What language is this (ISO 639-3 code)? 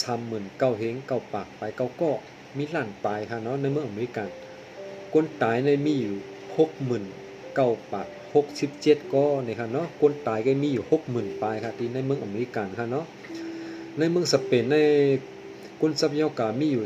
shn